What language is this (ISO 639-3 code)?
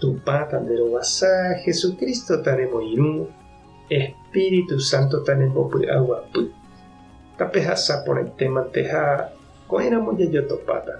grn